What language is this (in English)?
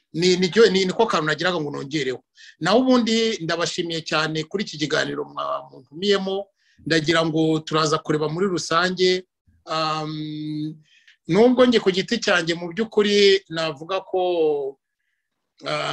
Kinyarwanda